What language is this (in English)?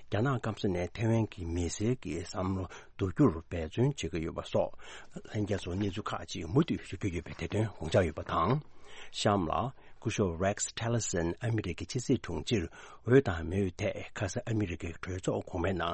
Tibetan